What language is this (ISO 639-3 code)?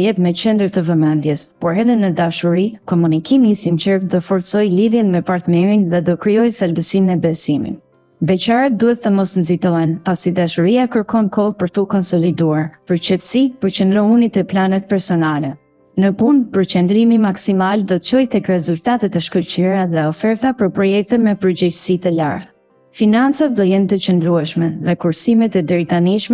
sqi